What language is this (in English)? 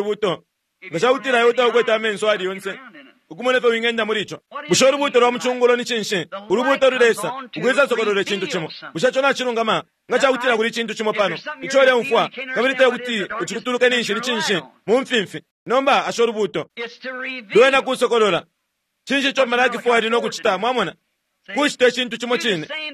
Bemba